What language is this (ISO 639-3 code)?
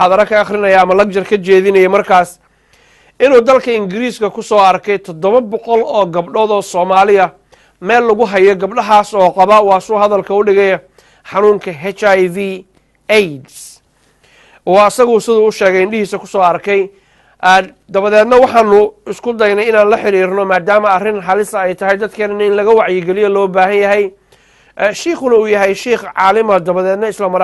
som